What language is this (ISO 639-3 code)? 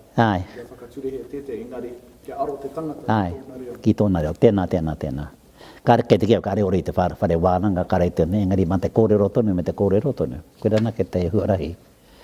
mri